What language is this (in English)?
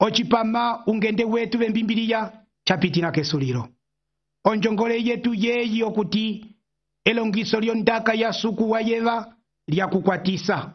Umbundu